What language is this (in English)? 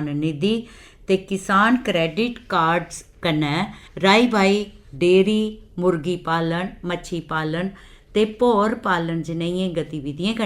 Dogri